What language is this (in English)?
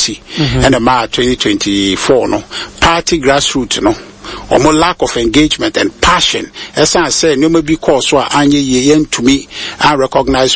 Akan